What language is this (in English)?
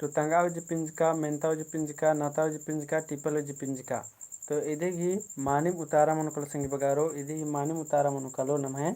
Kurukh